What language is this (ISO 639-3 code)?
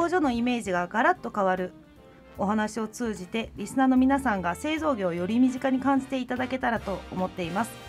jpn